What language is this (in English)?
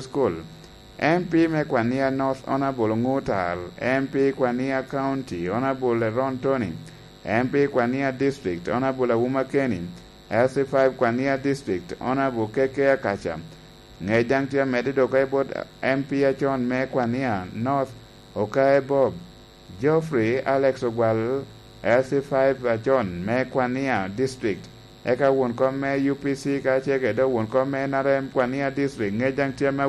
Lango (Uganda)